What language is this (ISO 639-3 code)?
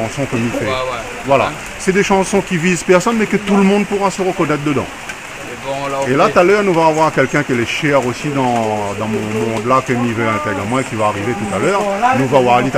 rcf